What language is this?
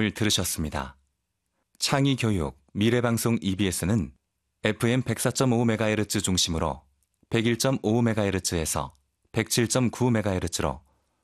Korean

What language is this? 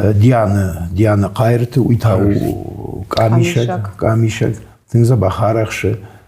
Ossetic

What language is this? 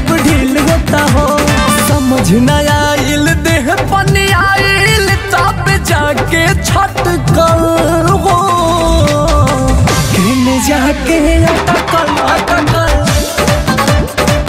Bhojpuri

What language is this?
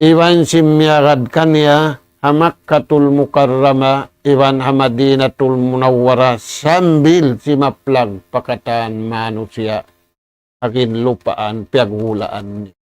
Tausug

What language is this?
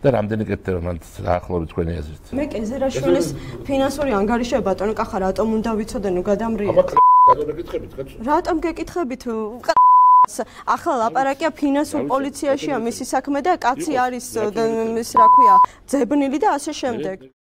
Georgian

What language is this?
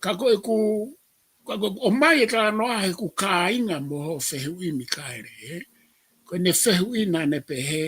Tongan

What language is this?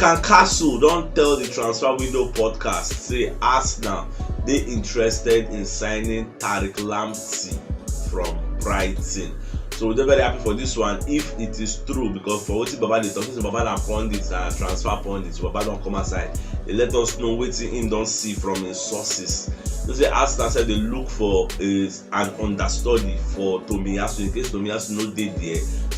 Nigerian Pidgin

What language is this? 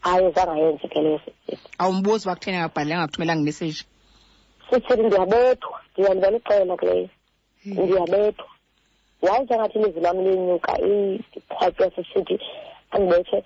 Xhosa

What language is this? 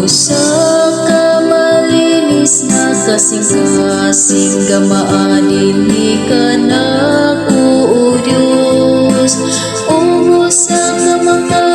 Cebuano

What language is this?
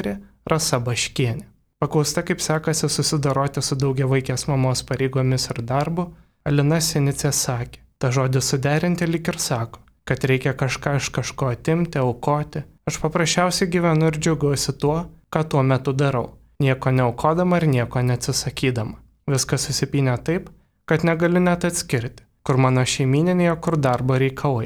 Lithuanian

